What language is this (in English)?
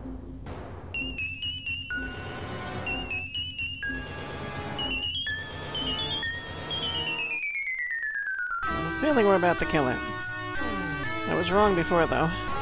English